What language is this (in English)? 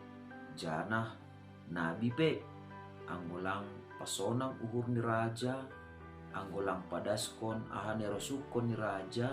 Batak Simalungun